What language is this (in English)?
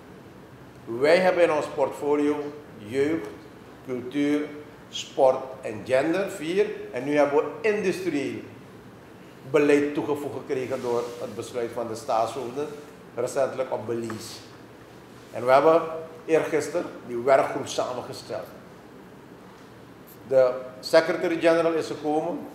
Dutch